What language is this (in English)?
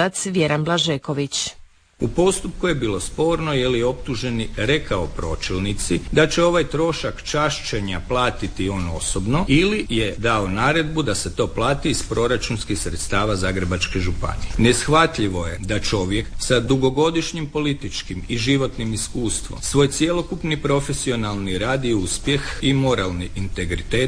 Croatian